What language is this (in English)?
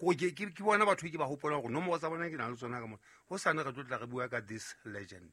Southern Sotho